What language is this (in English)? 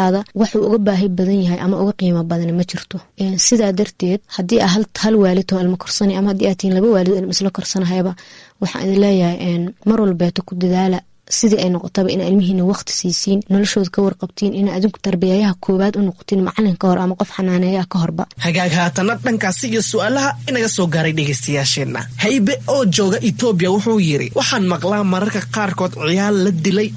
Somali